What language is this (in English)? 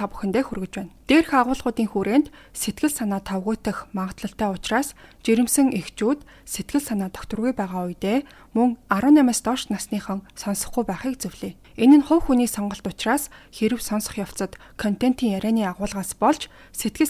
Mongolian